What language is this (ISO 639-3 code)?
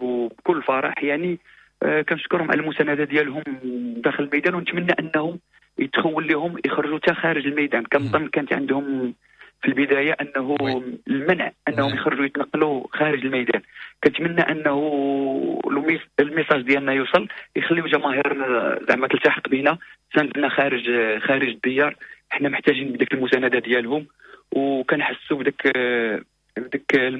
ary